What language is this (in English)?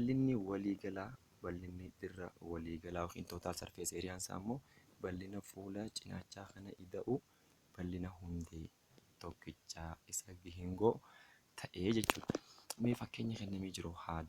Oromo